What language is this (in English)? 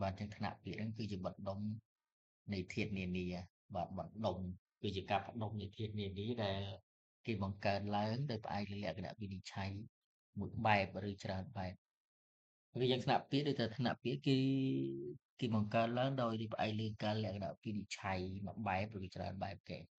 Khmer